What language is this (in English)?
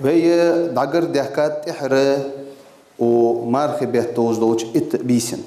Ingush